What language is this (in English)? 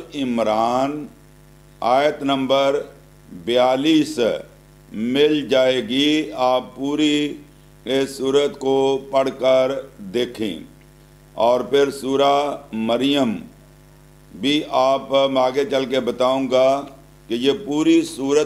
Urdu